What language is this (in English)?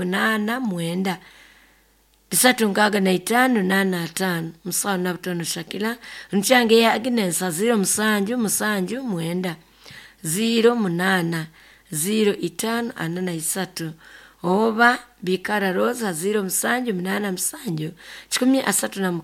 Nyoro